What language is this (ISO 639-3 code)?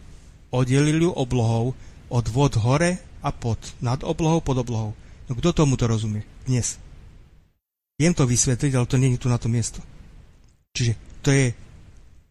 slk